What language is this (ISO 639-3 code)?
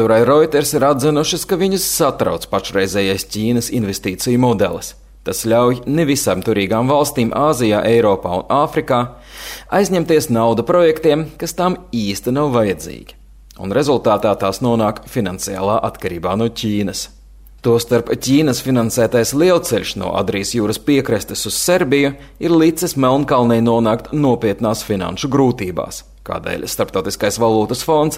lav